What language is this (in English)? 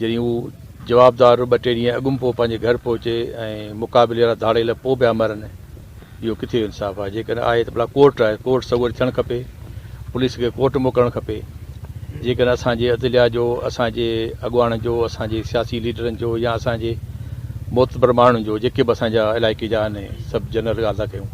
Sindhi